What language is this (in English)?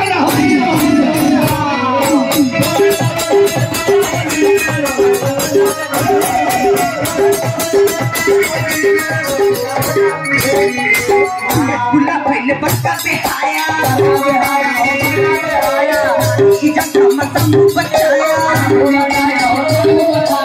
Bhojpuri